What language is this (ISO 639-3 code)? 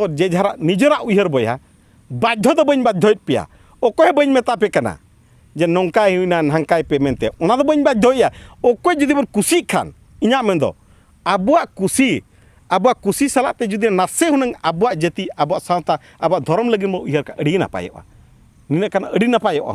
sat